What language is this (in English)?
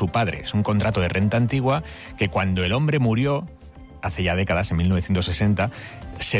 Spanish